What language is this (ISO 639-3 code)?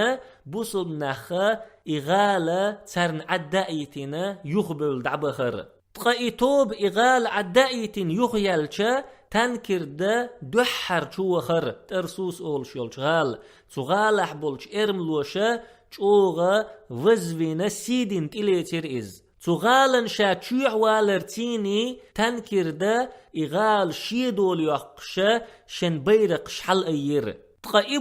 che